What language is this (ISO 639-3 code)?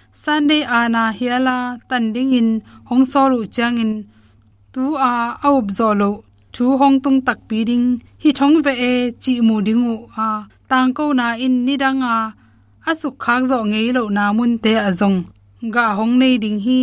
ctd